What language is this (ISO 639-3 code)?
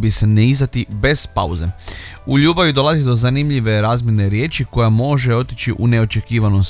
hrv